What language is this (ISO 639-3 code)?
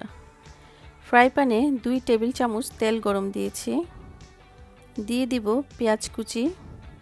ben